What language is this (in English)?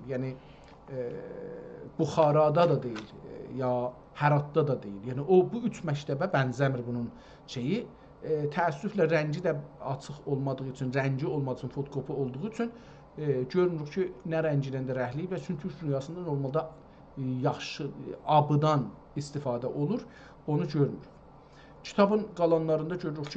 South Azerbaijani